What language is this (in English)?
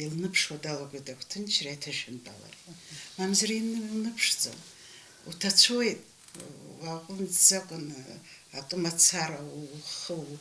Abkhazian